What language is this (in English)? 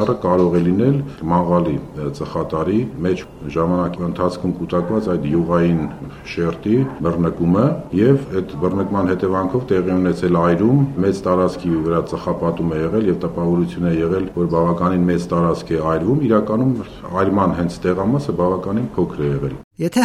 Armenian